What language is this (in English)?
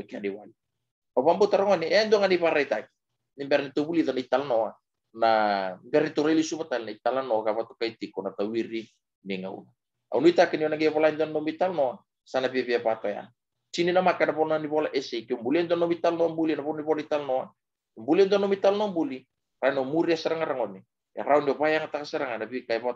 Fijian